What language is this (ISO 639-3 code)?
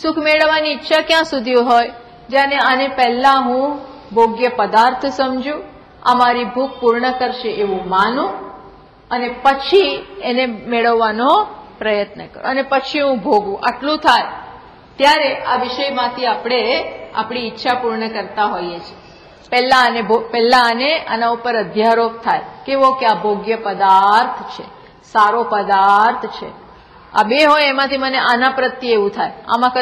guj